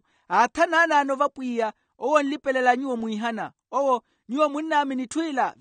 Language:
Makhuwa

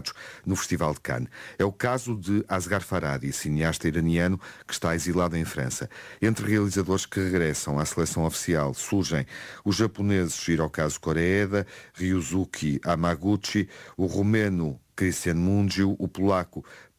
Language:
Portuguese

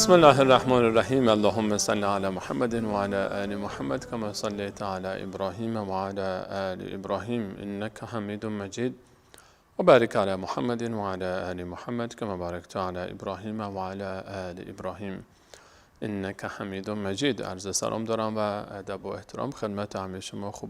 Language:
Persian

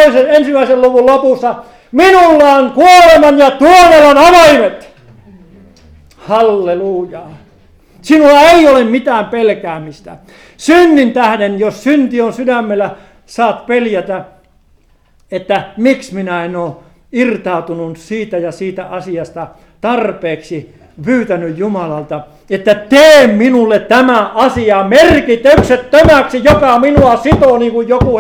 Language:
Finnish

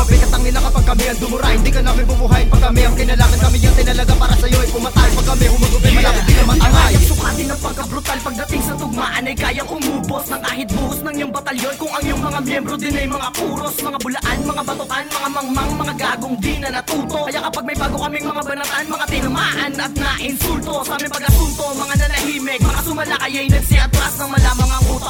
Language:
Filipino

